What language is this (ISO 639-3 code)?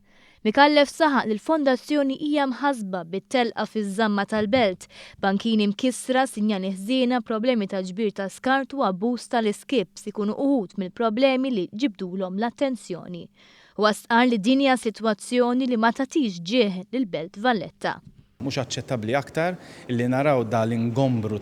mlt